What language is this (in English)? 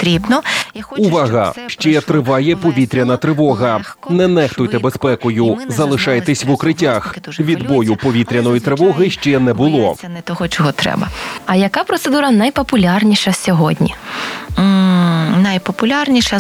Ukrainian